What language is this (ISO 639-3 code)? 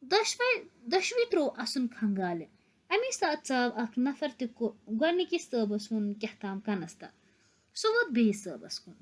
kas